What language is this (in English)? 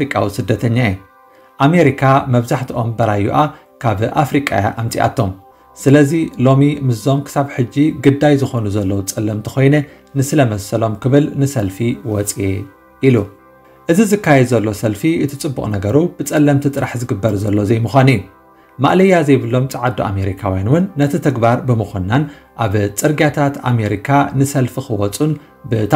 Tigrinya